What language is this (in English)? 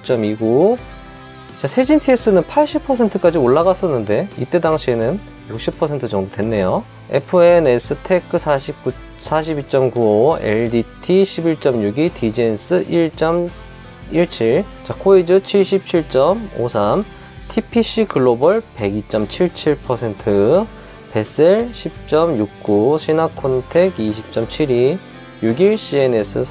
Korean